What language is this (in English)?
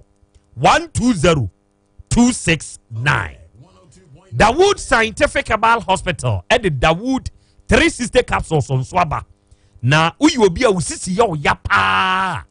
Akan